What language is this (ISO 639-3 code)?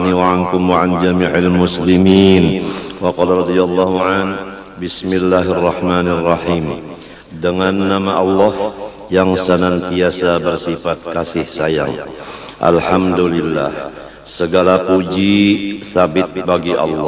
bjn